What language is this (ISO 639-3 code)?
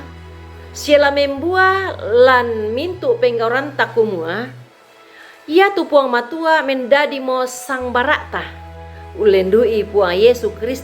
sda